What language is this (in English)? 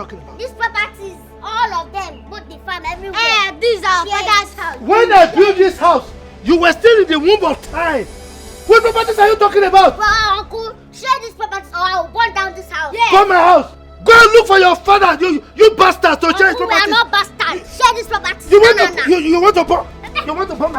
Nigerian Pidgin